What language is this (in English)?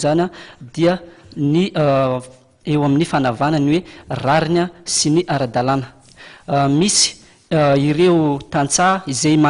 Malagasy